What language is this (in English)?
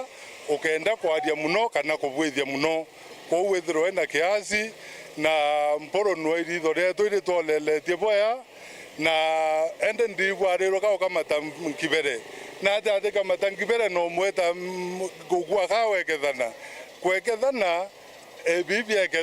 Meru